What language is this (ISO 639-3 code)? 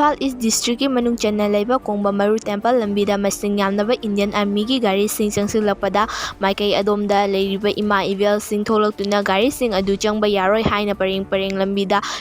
mni